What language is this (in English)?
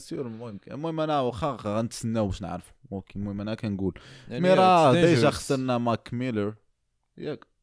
Moroccan Arabic